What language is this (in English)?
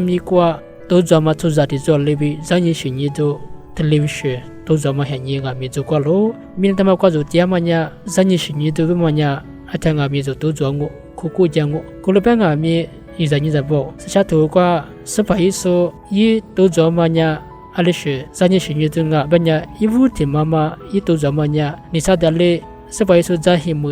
Lisu